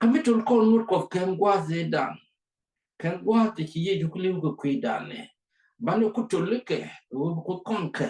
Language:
Nuer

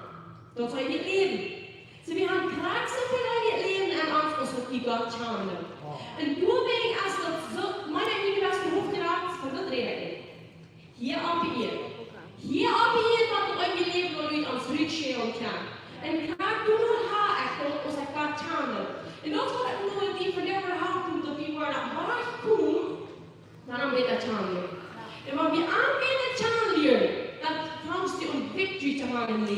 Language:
Plautdietsch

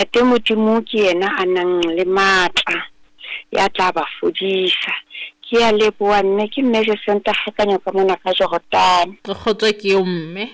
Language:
Southern Sotho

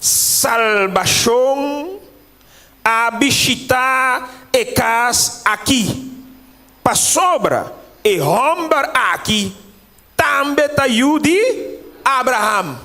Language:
Papiamento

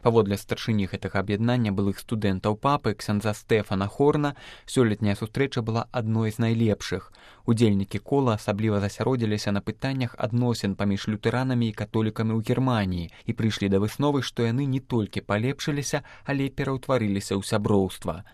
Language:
Belarusian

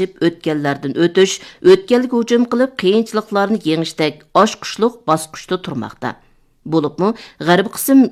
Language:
Uyghur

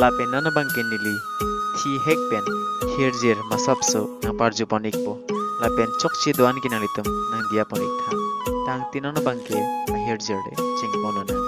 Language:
Karbi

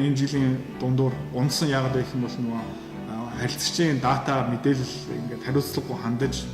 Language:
Mongolian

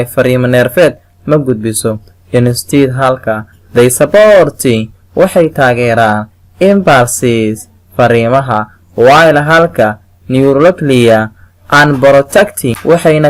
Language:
Somali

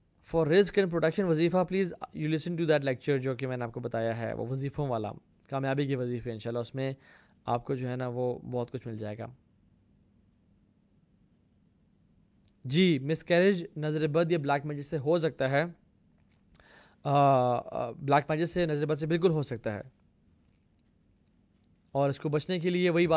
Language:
Urdu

